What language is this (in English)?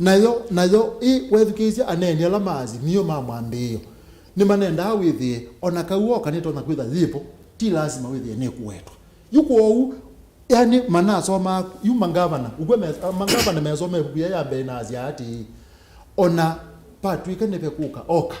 Kamba